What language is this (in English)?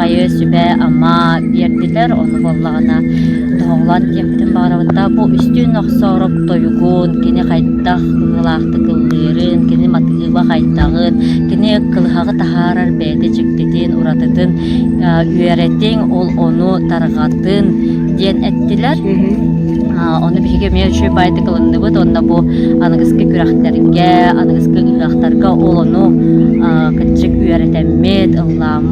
Yakut